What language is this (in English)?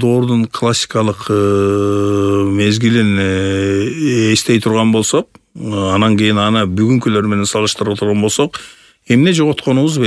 Kyrgyz